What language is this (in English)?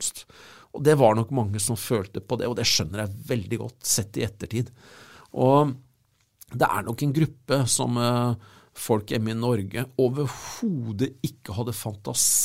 Norwegian